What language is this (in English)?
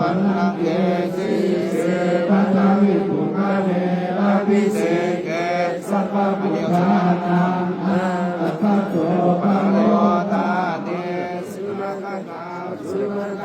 Pali